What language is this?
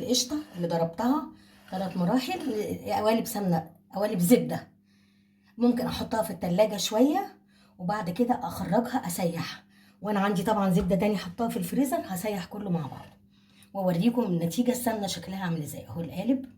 Egyptian Arabic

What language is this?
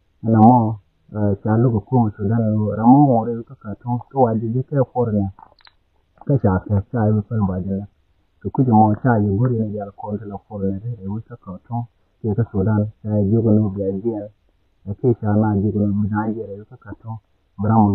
Nuer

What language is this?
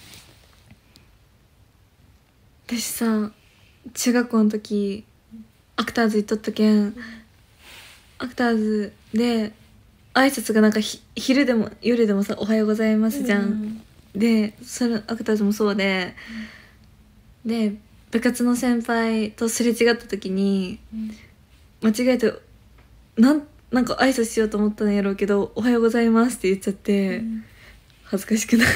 Japanese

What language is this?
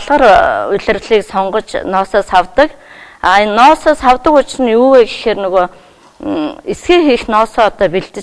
Mongolian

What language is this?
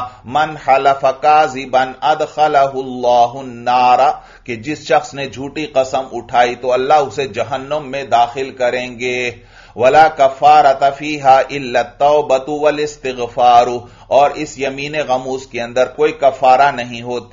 Urdu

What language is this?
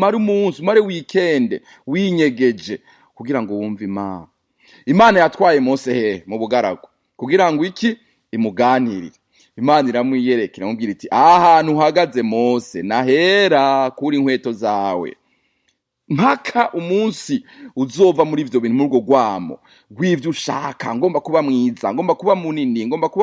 Rundi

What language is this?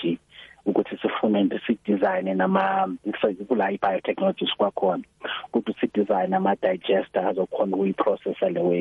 South Ndebele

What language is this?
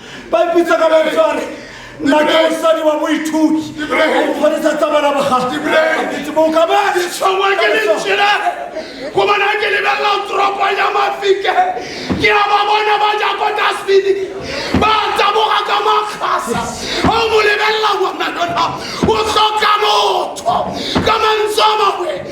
Tswana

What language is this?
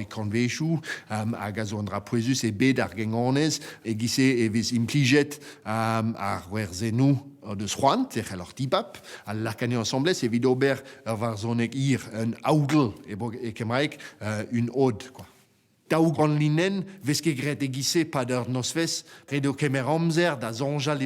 Breton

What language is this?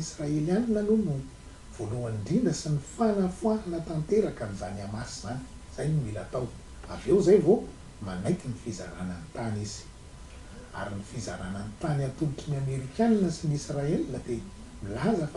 Malagasy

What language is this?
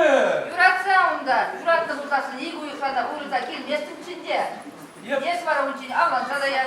Chuvash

